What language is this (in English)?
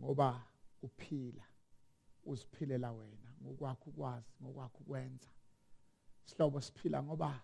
Zulu